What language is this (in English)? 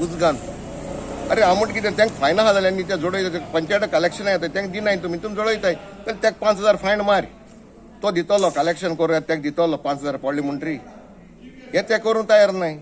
Konkani